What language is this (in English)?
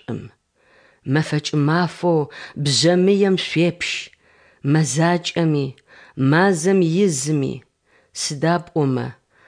Adyghe